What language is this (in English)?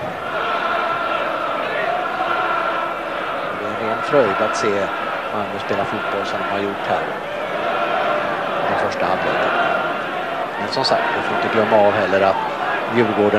Swedish